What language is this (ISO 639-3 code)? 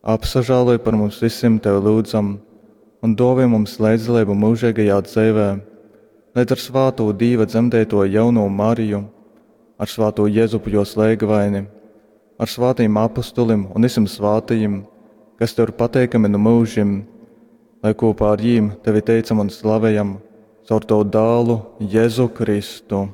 ltg